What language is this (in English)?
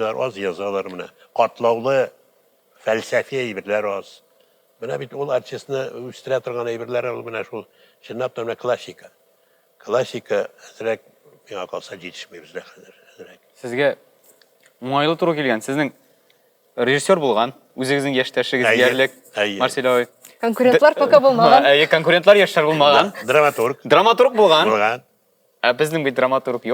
Tatar